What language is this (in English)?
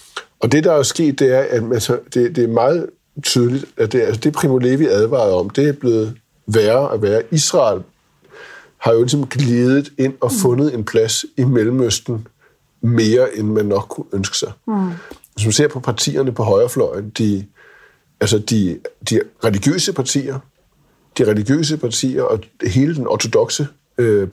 Danish